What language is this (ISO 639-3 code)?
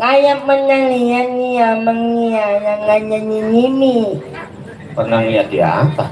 bew